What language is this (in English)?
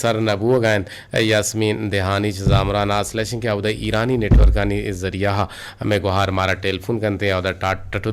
Eastern Balochi